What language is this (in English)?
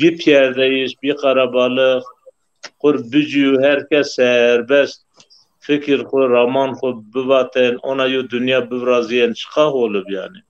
Zaza